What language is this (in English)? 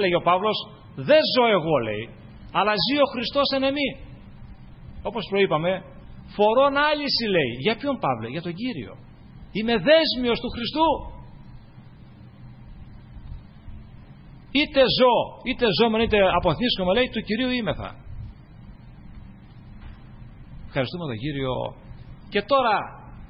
Greek